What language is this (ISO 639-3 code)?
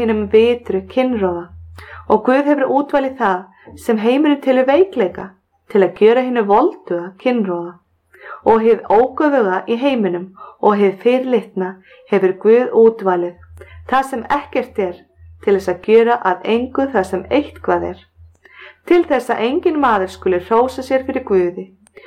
isl